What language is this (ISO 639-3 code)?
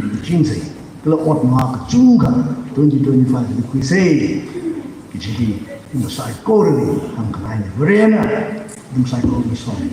nmf